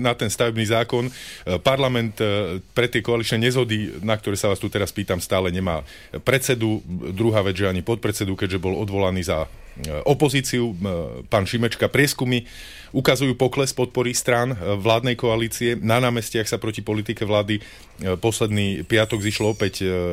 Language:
Slovak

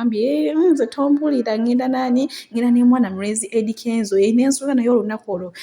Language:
Ganda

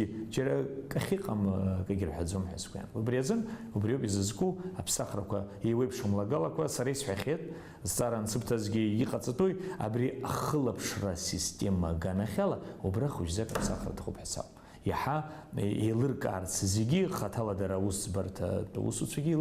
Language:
Abkhazian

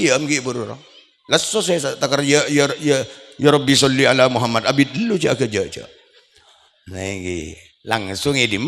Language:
Madurese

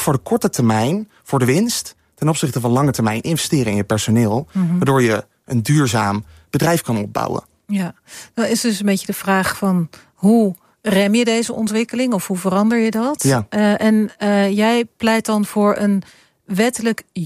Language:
Dutch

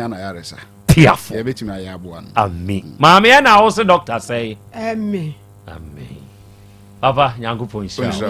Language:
Akan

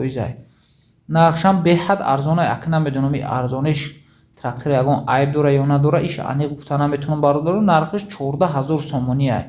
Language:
Tajik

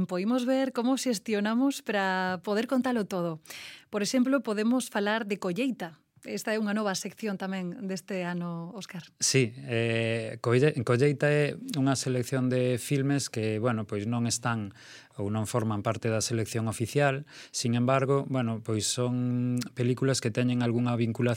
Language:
Galician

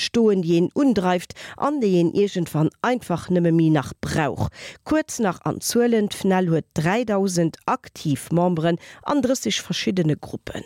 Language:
Luxembourgish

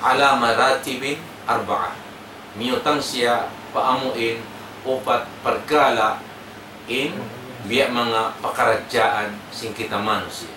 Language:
Tausug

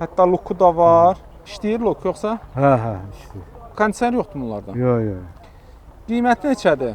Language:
Azerbaijani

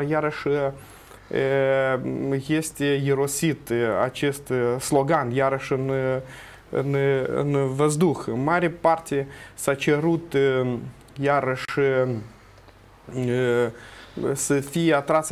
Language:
Romanian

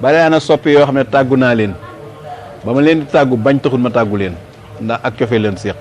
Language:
Wolof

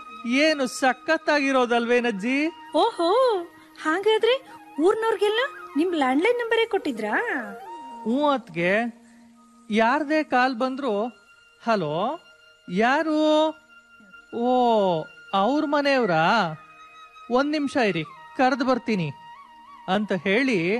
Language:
Kannada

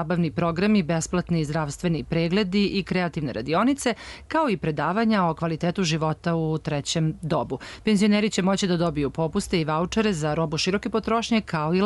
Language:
Serbian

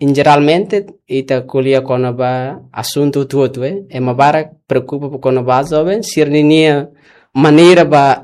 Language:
Tetum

